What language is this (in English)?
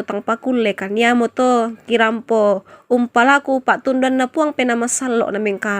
Toraja-Sa'dan